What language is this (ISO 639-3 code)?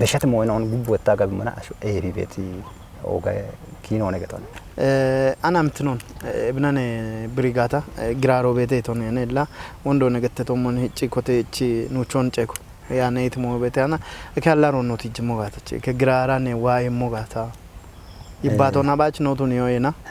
kbr